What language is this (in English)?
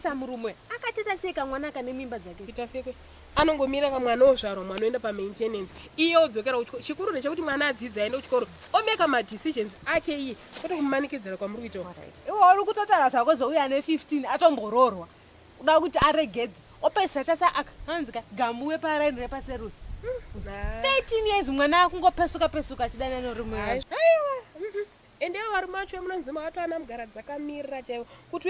Shona